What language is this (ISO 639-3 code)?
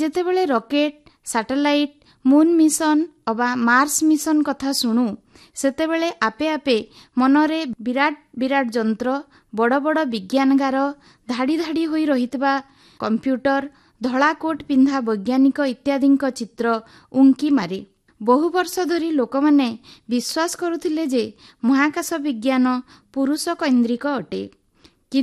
ori